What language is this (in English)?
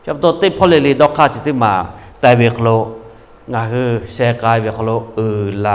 Lahu